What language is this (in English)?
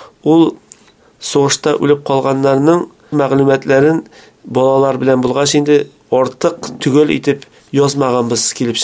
Tatar